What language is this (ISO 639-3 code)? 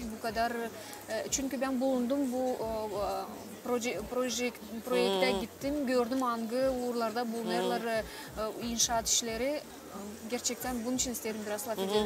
gag